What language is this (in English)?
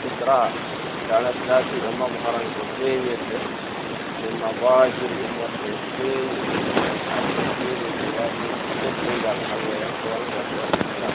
Pular